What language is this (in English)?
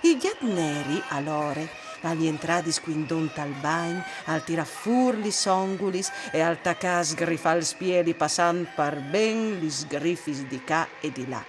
Friulian